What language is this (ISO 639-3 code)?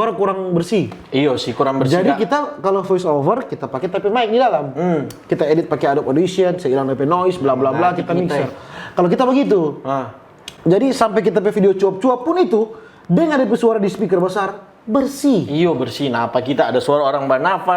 xmm